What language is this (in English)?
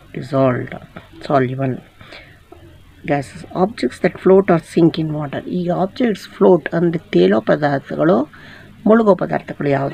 Kannada